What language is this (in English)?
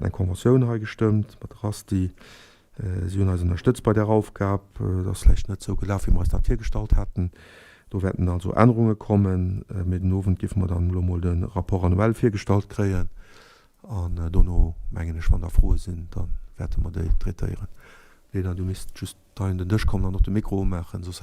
Luxembourgish